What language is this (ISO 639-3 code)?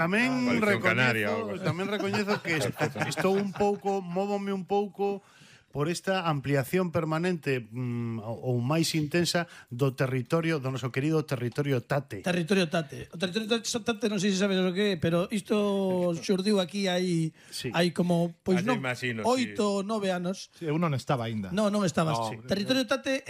glg